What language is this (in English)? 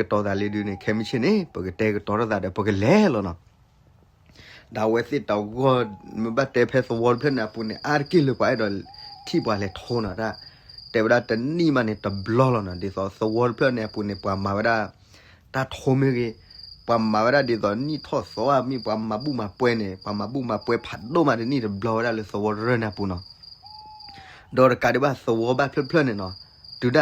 S'gaw Karen